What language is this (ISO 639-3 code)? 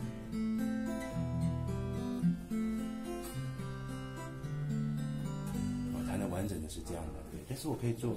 zho